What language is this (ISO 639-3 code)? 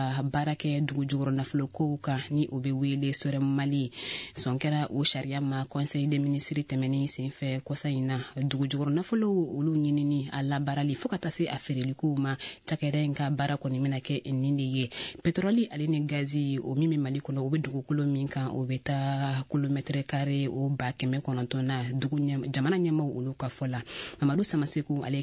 bam